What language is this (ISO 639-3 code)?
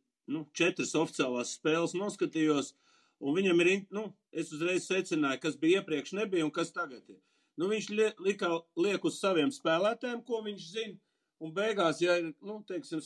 lav